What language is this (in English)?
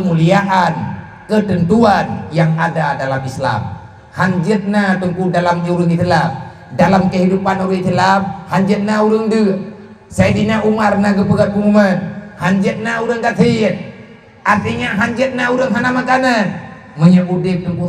Achinese